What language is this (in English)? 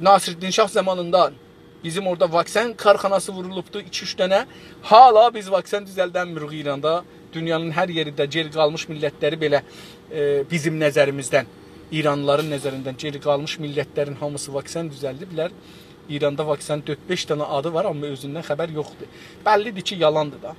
South Azerbaijani